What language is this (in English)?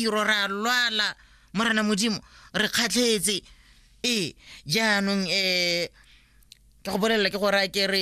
Tswana